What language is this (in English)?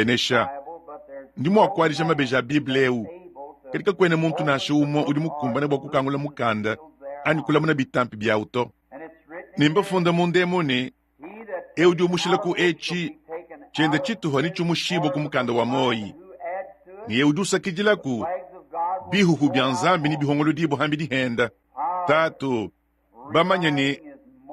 Luba-Lulua